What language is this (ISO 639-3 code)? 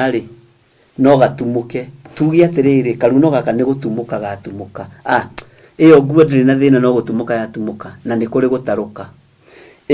kik